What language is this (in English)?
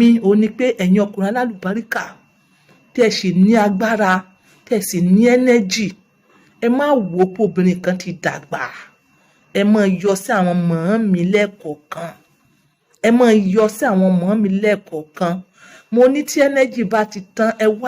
Yoruba